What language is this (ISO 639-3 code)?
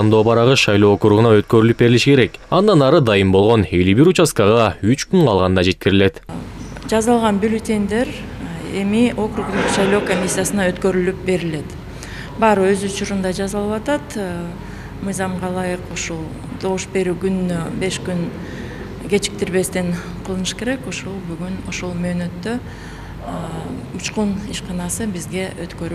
kir